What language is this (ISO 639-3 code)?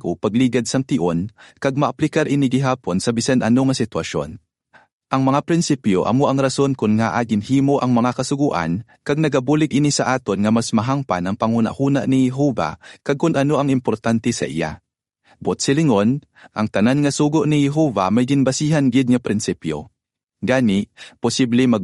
hil